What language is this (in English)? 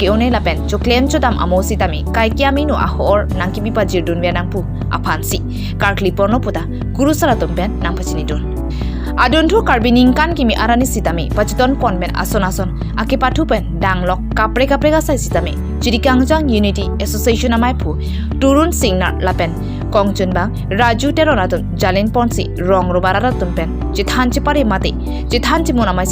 Karbi